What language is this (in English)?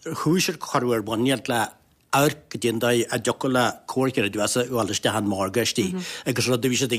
Irish